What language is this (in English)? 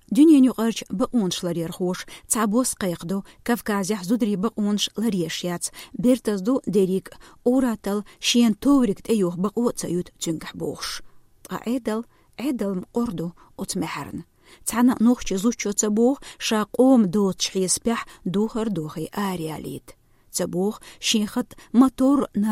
Chechen